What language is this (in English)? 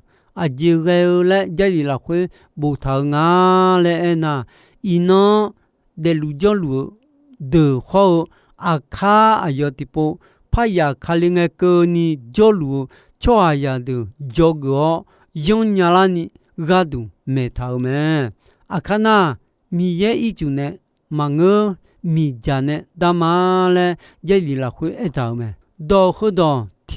Akha